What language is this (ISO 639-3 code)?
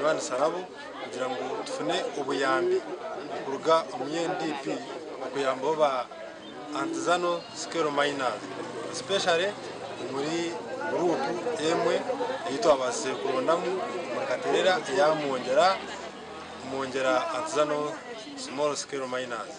nyn